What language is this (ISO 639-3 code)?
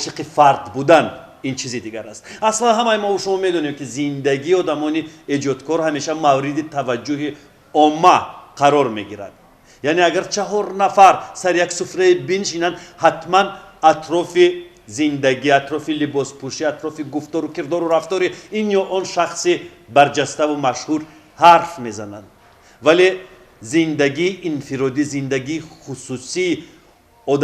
tgk